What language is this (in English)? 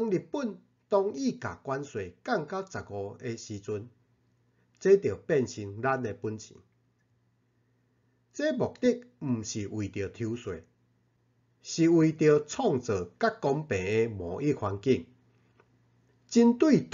Min Nan Chinese